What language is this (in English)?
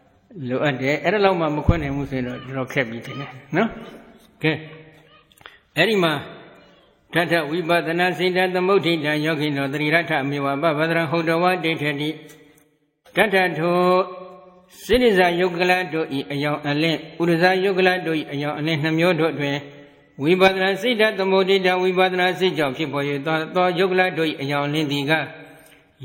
Burmese